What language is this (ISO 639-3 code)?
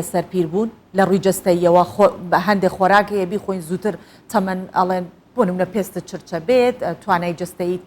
ckb